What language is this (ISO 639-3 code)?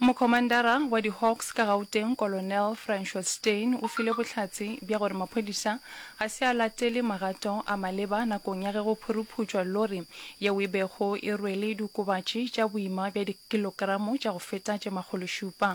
nso